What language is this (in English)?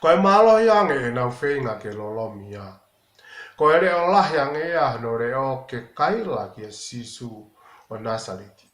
Tongan